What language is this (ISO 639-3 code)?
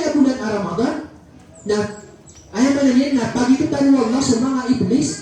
mrw